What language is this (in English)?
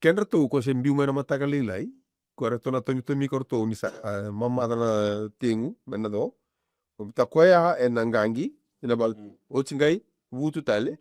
Fijian